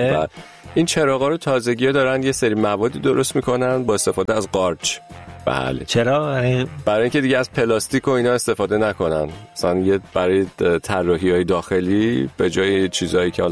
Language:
Persian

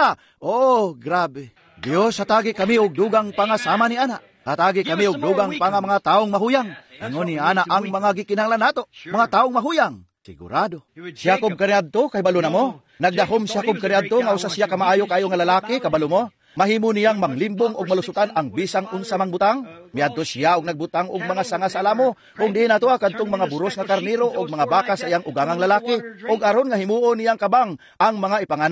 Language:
Cebuano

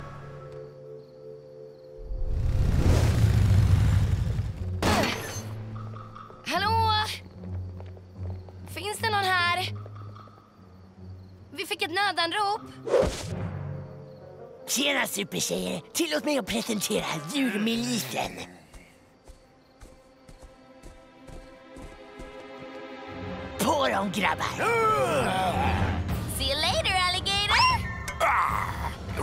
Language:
Swedish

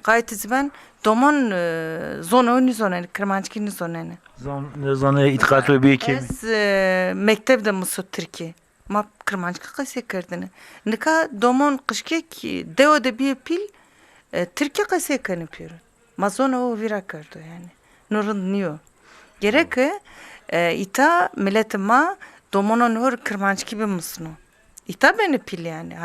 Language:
Zaza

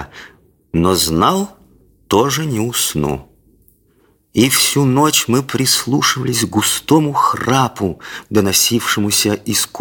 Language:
Russian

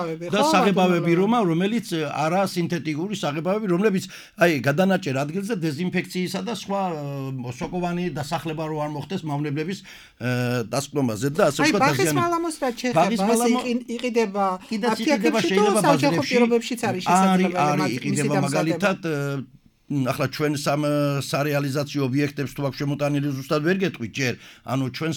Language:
Georgian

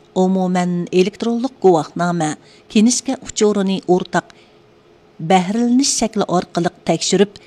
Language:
Uyghur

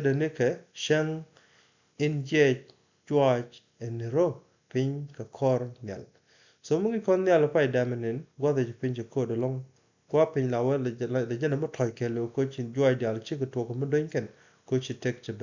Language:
Nuer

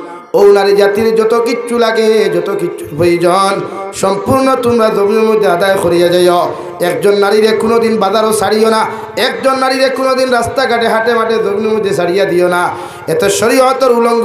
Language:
Sylheti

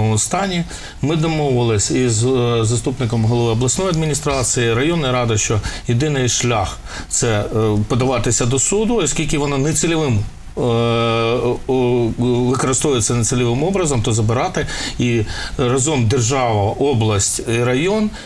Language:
Ukrainian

